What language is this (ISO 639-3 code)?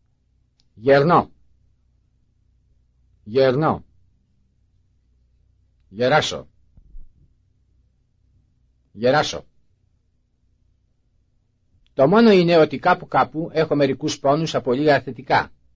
ell